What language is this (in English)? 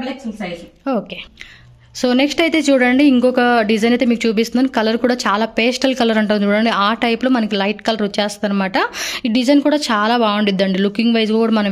Telugu